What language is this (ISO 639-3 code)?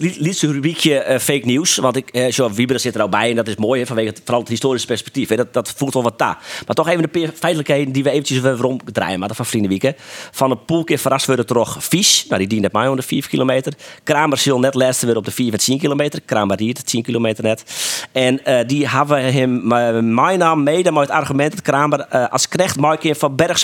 fry